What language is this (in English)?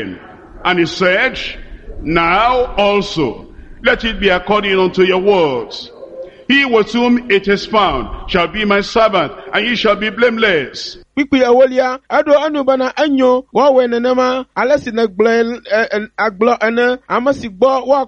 Ewe